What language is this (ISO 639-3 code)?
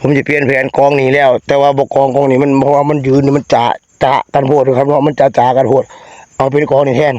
tts